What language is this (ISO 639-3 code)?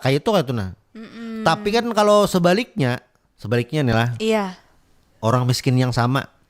bjn